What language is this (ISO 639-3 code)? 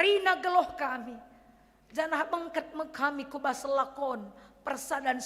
btx